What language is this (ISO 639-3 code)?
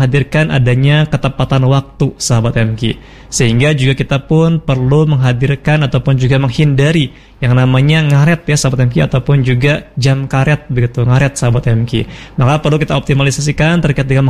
ind